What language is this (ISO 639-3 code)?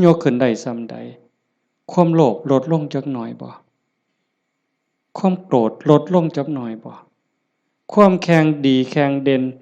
tts